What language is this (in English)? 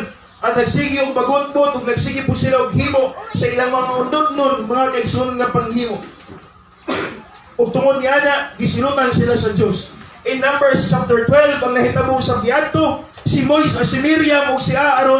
Cebuano